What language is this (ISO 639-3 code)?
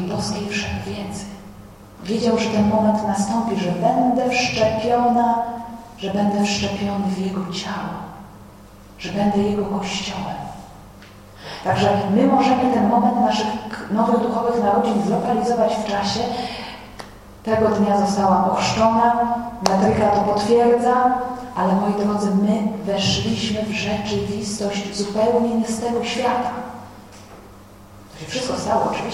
pol